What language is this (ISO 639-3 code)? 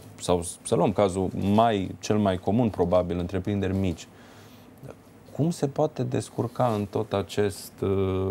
ron